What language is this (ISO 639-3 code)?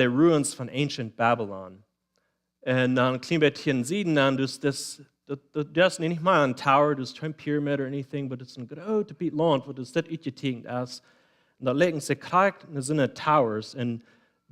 pdt